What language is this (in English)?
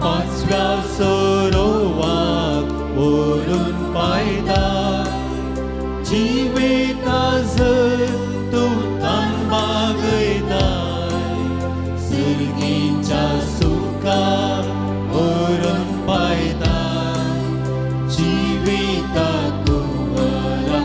Konkani